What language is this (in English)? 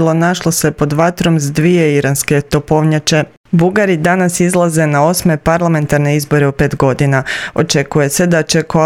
Croatian